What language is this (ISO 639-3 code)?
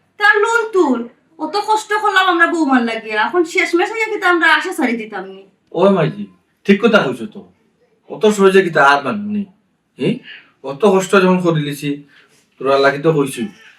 syl